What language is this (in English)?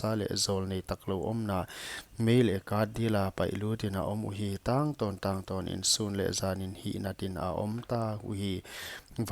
Paite Chin